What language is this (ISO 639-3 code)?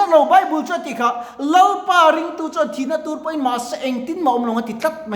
lus